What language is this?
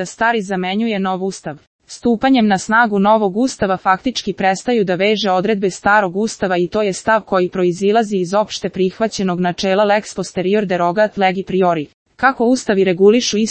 Serbian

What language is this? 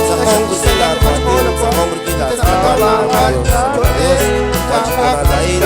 Kekchí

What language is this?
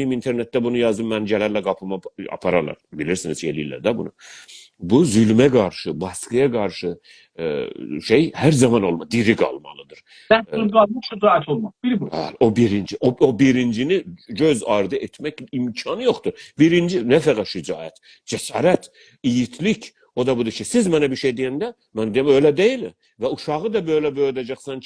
South Azerbaijani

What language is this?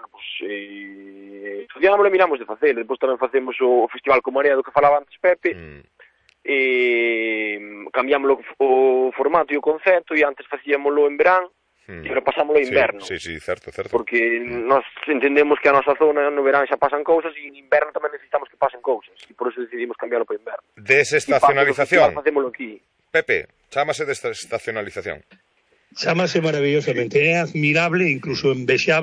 Galician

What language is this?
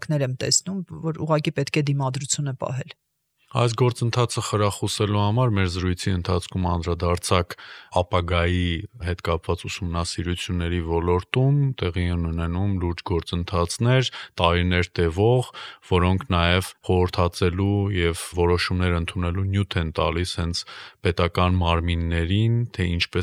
Armenian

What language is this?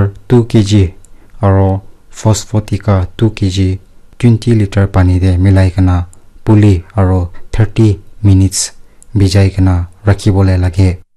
Naga Pidgin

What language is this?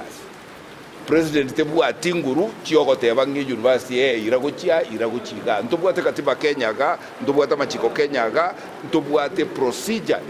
Gusii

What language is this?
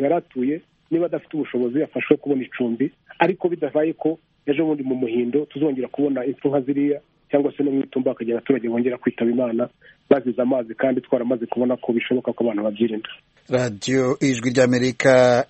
Kinyarwanda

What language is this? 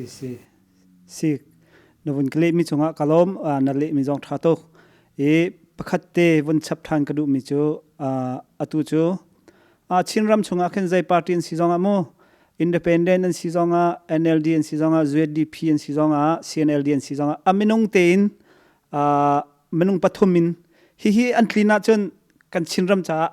Hakha Chin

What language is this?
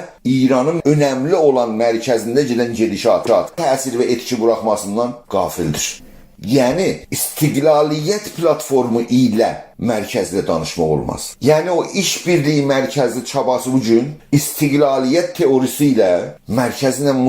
South Azerbaijani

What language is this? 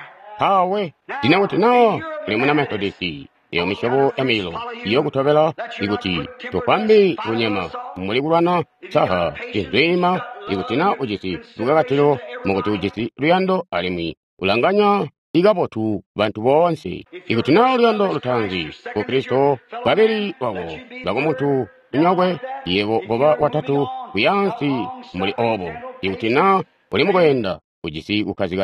Tonga (Zambia)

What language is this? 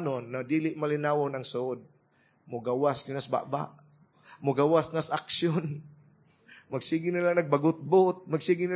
Cebuano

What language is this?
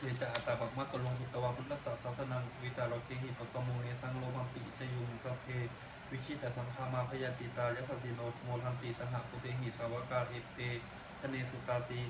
Pali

